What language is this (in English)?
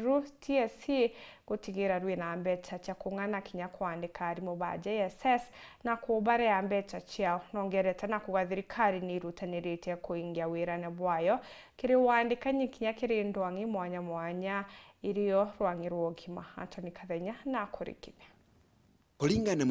Meru